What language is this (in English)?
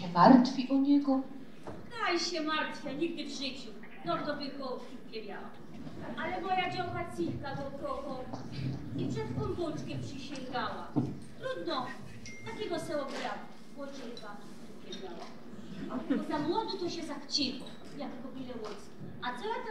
Silesian